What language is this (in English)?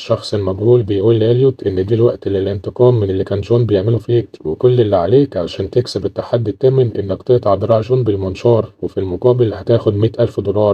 Egyptian Arabic